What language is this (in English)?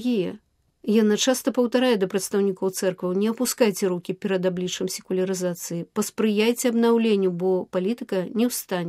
Belarusian